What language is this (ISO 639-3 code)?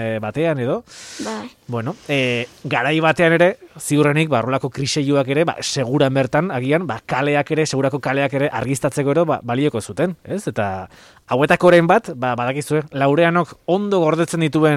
eus